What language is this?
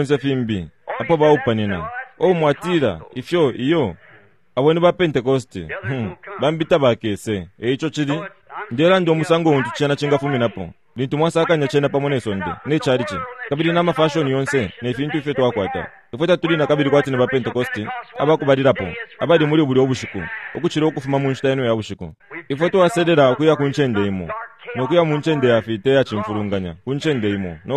Bemba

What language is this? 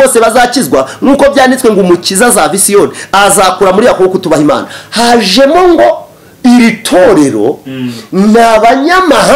Kinyarwanda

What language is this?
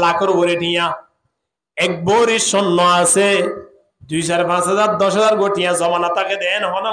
Rohingya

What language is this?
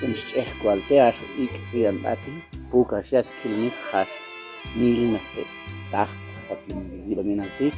Chuj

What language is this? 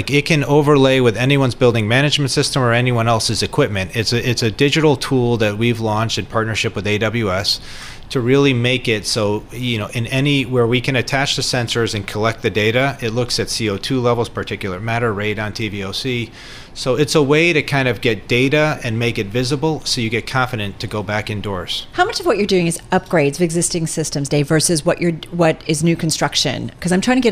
English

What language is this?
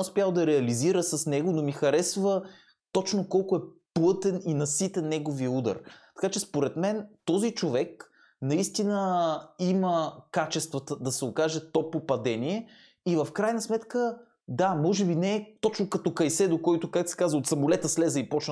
Bulgarian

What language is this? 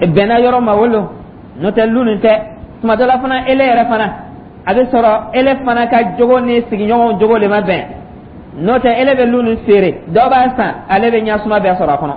Dyula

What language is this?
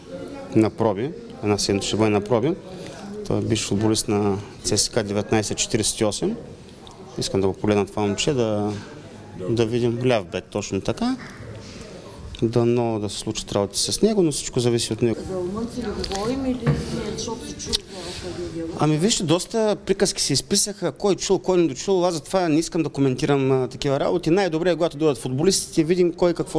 Bulgarian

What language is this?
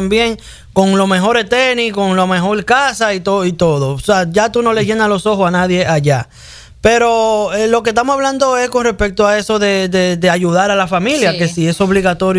Spanish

